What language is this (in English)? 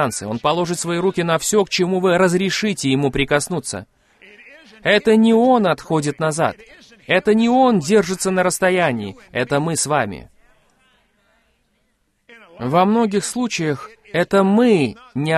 Russian